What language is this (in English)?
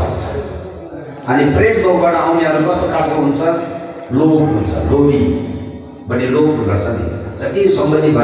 Nepali